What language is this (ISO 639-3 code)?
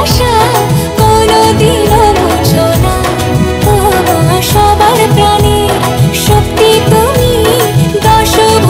ben